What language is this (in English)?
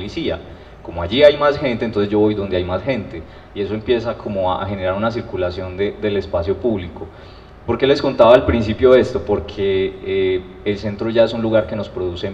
Spanish